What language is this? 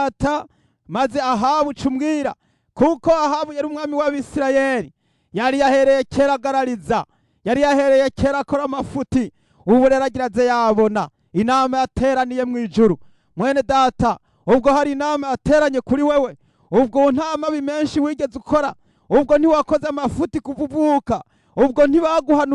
Rundi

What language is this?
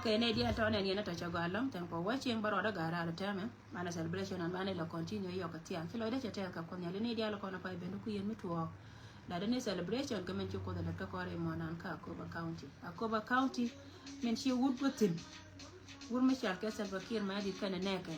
Nuer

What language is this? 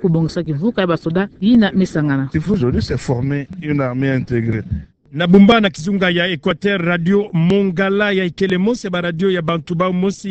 Kituba (Democratic Republic of Congo)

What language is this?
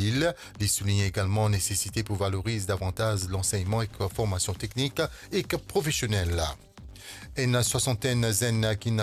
Morisyen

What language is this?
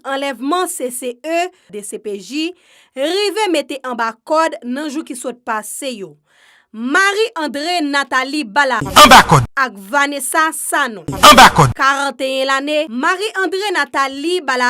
Haitian Creole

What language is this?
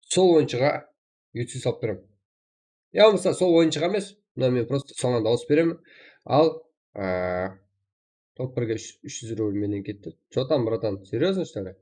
Kara-Kalpak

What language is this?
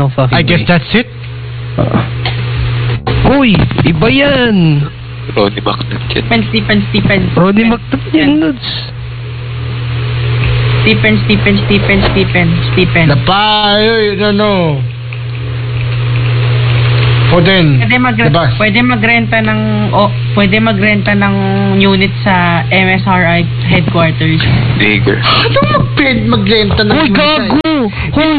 Filipino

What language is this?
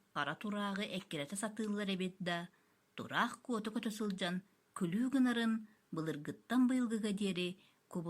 Yakut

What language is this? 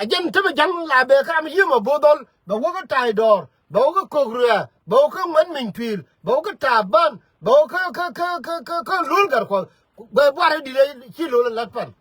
Nuer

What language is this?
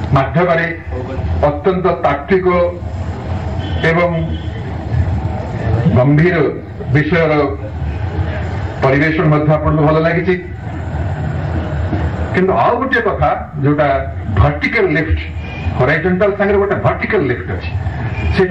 Odia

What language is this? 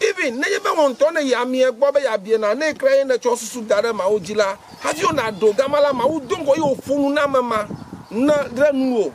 Ewe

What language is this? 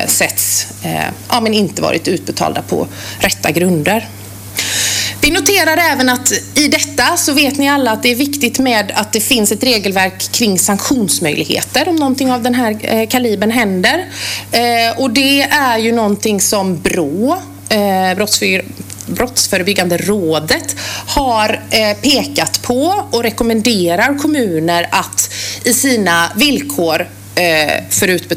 Swedish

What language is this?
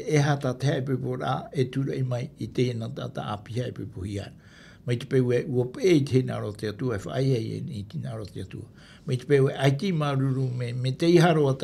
Tahitian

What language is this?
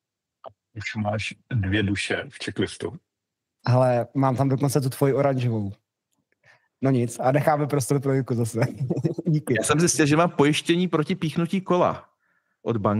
Czech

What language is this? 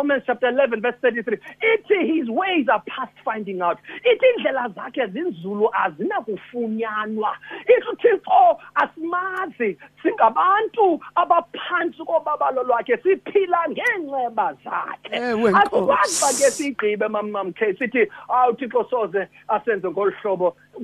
Xhosa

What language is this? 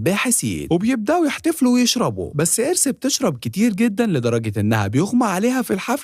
Egyptian Arabic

